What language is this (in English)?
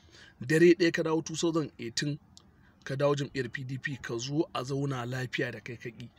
Hausa